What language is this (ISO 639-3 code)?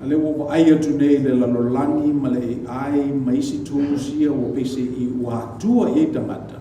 smo